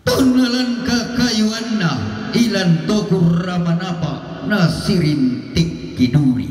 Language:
Toraja-Sa'dan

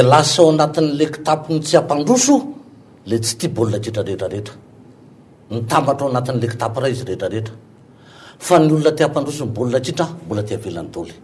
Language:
Malagasy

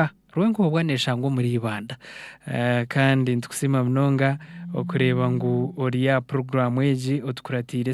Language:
Nyankole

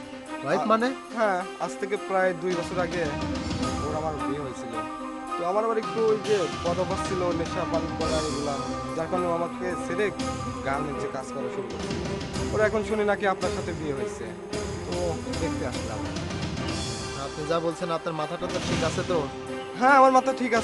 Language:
Bangla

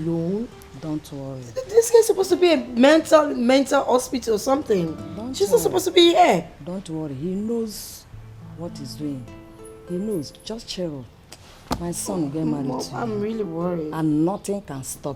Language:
Nigerian Pidgin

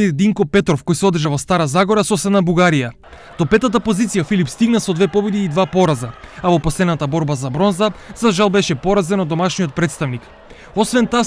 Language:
Macedonian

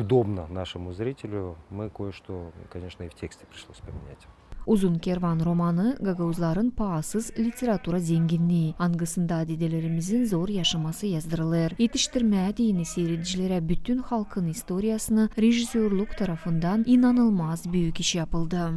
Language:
Gagauz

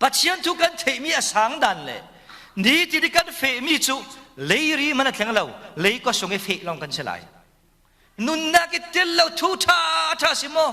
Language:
Falam Chin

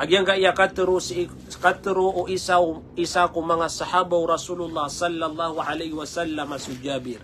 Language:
Maranao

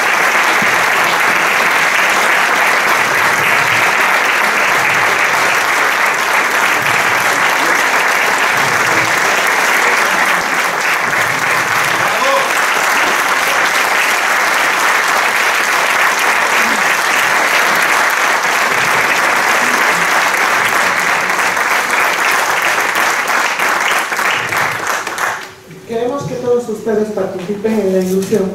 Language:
Spanish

